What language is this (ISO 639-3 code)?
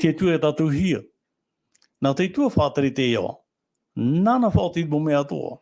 tah